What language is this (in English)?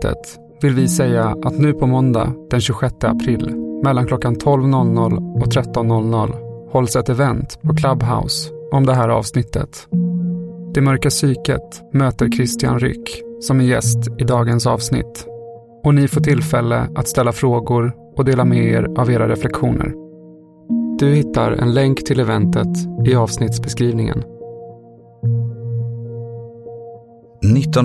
Swedish